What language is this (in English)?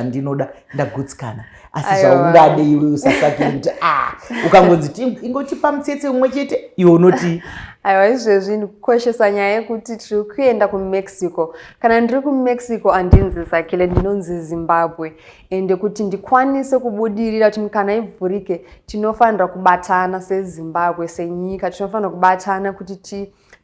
Shona